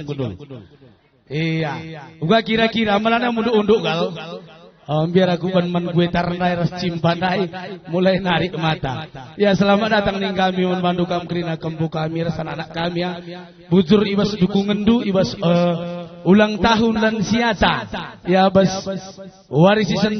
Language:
Batak Karo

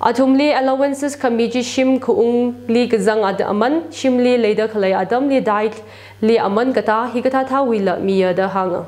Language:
Tangkhul Naga (India)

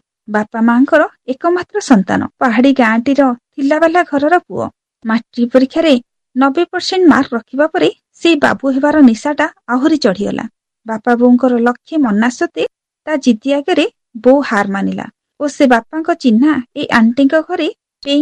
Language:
Odia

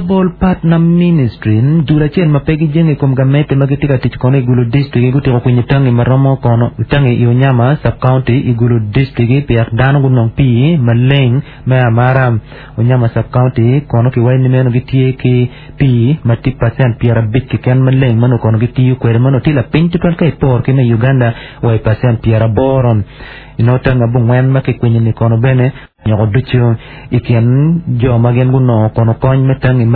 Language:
Acoli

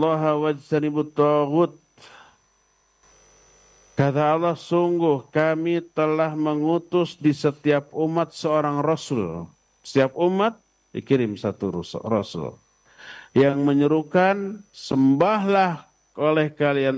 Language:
Indonesian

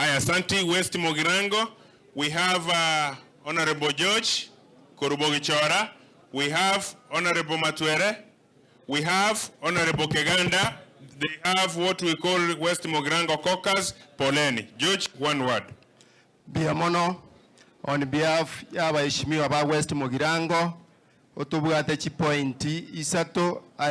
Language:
Gusii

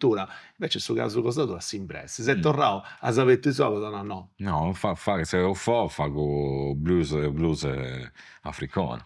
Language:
Sardinian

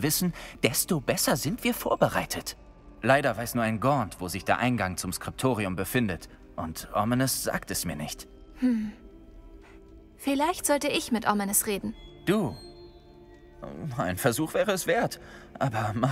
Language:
German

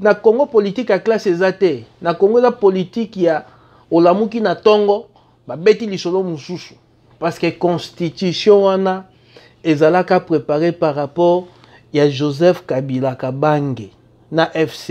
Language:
Lingala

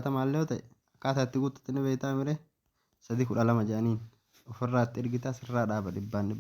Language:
Oromo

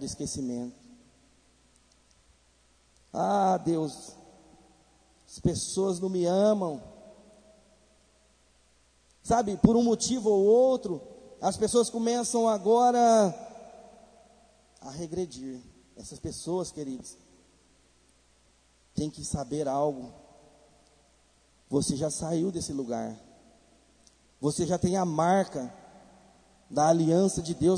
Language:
Portuguese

